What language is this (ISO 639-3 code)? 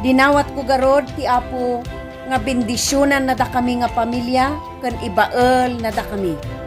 ilo